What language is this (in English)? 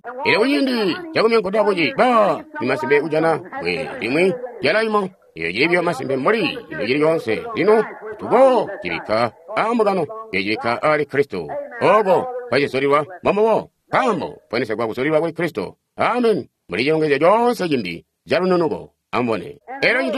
Tonga (Zambia)